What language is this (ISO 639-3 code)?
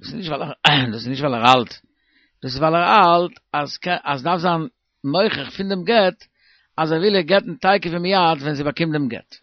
yid